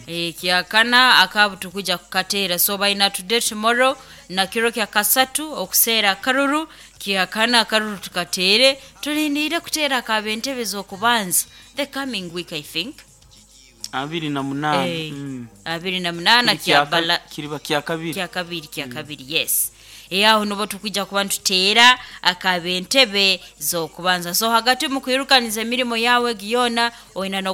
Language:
Nyoro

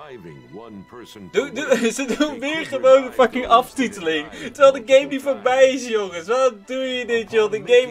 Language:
Dutch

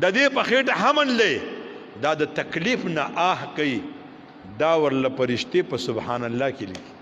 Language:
Pashto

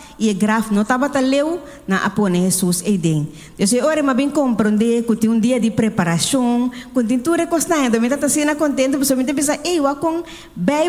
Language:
Papiamento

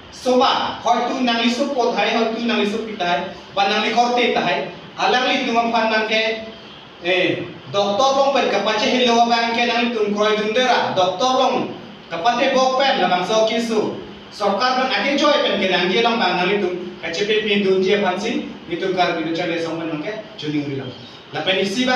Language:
Karbi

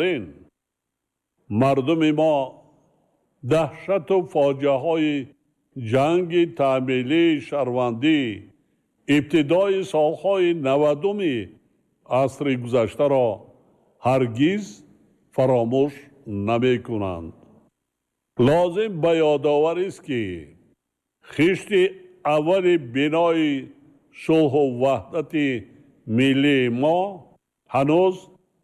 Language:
Tajik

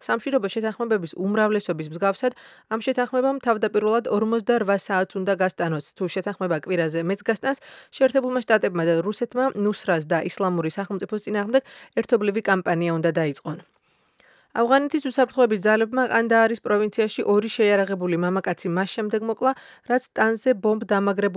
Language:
Georgian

